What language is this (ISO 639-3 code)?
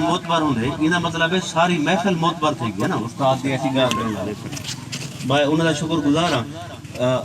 skr